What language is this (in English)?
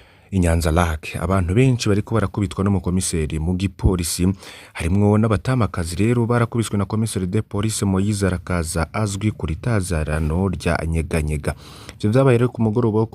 Rundi